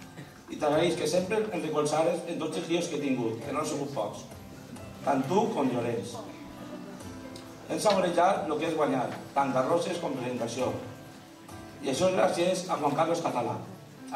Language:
Catalan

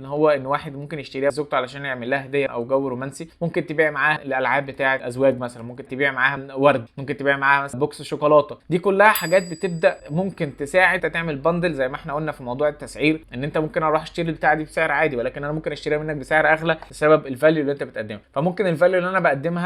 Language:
Egyptian Arabic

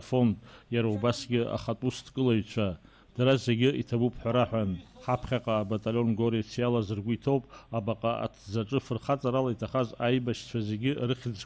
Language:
Abkhazian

